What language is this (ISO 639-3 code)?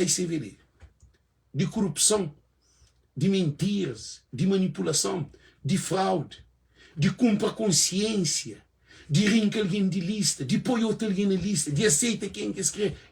kea